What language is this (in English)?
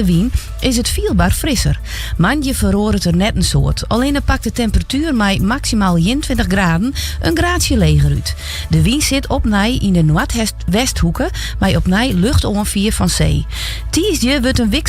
Western Frisian